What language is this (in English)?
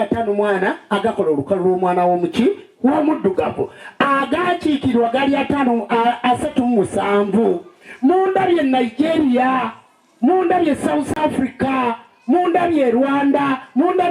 Ganda